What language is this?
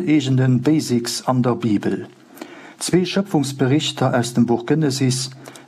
Luxembourgish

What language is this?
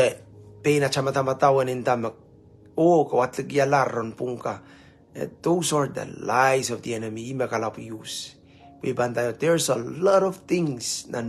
Pohnpeian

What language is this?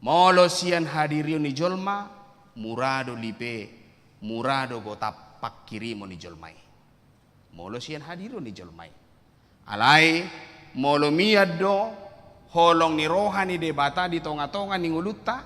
Batak Toba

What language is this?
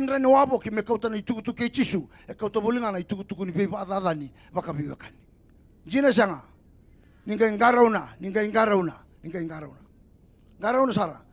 Fijian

